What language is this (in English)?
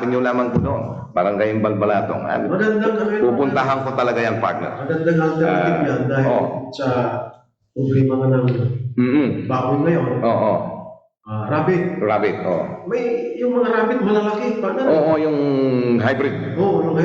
Pangasinan